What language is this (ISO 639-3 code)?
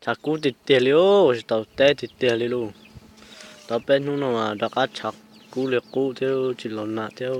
hmn